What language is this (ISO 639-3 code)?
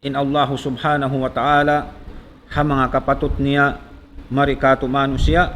tsg